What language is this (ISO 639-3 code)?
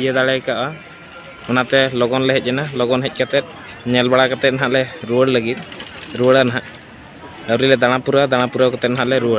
sat